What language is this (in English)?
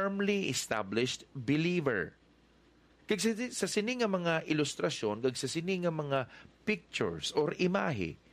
Hiligaynon